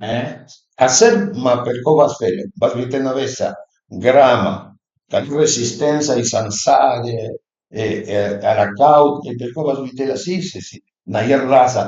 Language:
Piedmontese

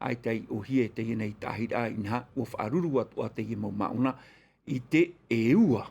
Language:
Tahitian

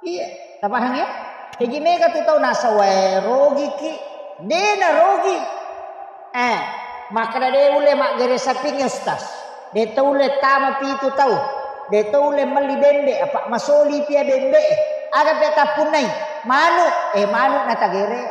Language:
Buginese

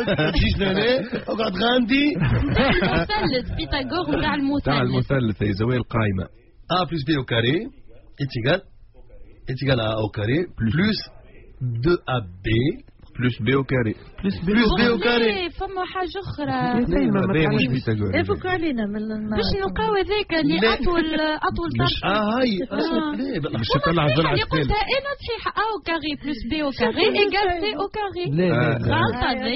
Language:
Tunisian Arabic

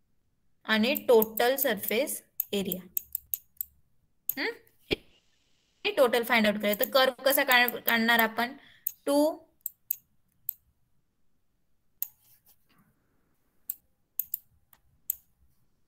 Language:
Marathi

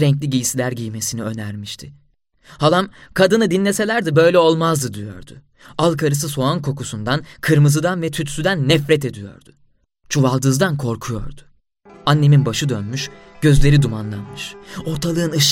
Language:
Turkish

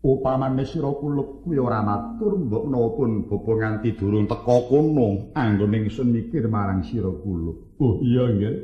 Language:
Javanese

